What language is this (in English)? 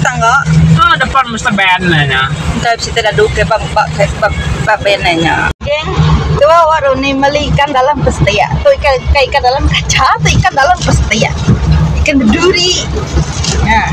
Iban